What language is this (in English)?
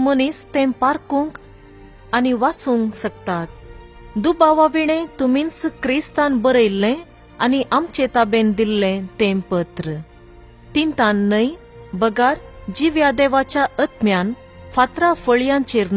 Konkani